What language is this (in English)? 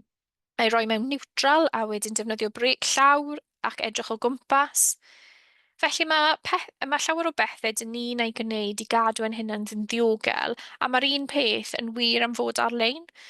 Welsh